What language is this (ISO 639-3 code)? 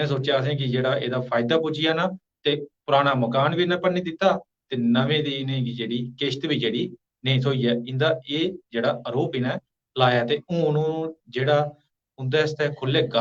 doi